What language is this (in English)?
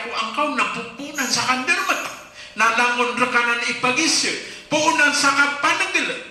Maranao